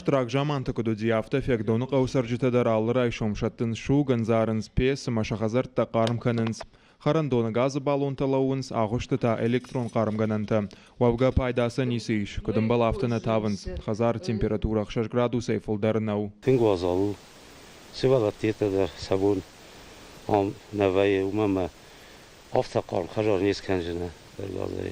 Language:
Ossetic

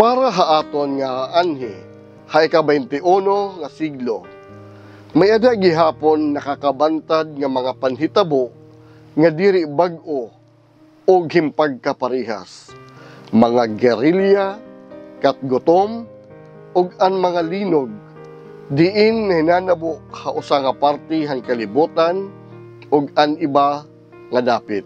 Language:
Waray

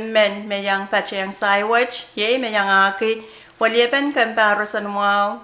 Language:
Pohnpeian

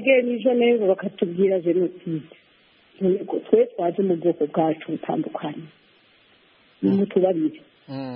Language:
Kinyarwanda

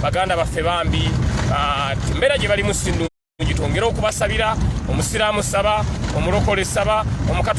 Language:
Ganda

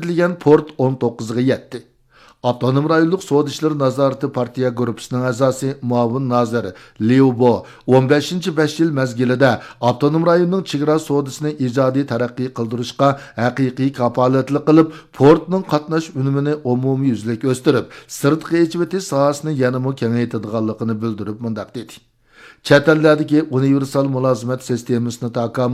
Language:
Uyghur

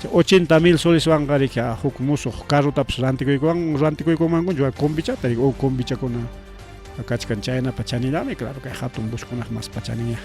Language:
Ayacucho Quechua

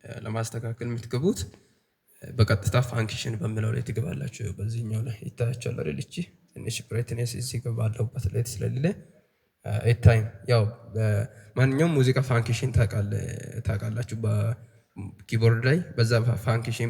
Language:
Amharic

